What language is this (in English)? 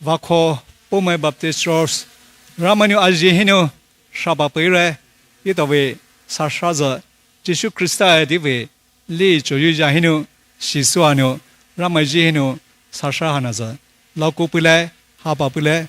Poumei Naga